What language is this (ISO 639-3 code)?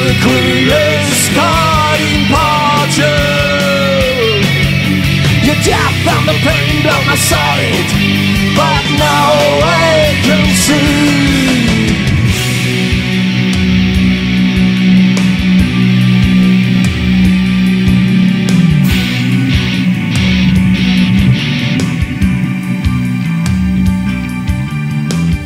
eng